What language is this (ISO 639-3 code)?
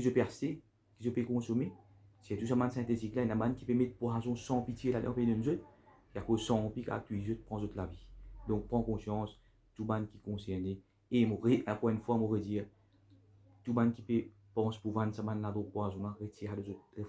mfe